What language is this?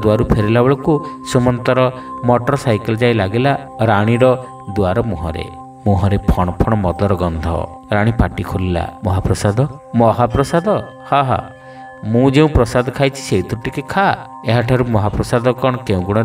Odia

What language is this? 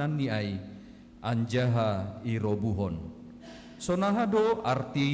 Batak Simalungun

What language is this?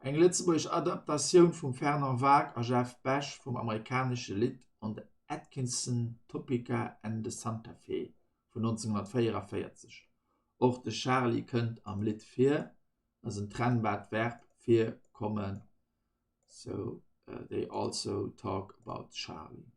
Luxembourgish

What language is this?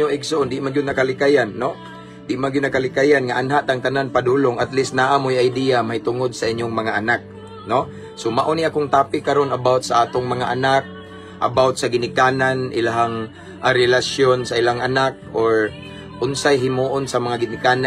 Cebuano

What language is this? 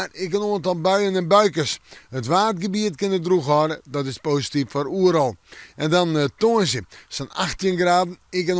Western Frisian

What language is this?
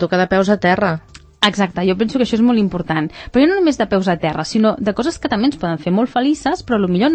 Catalan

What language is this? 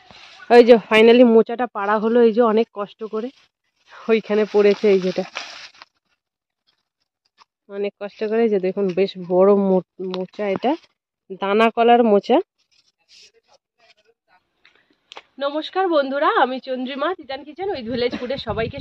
Bangla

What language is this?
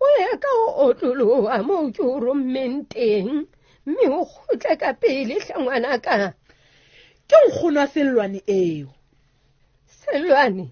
Southern Sotho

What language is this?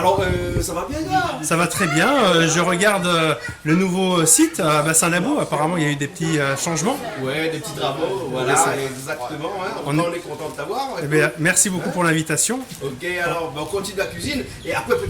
Réunion Creole French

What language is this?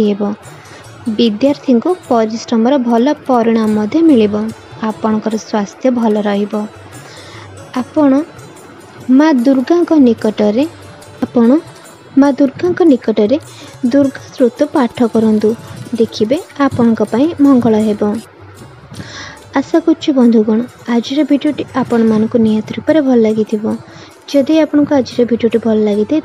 Odia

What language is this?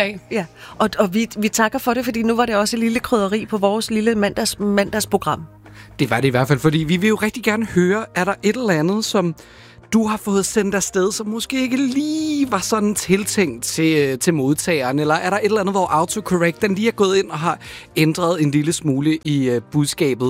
Danish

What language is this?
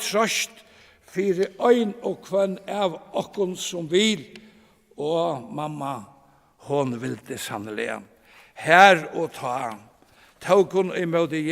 Faroese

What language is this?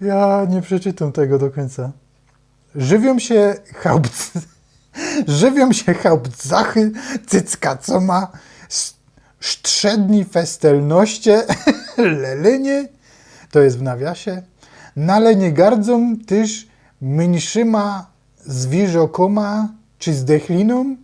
Silesian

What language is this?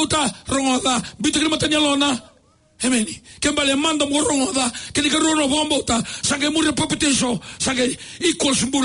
Fijian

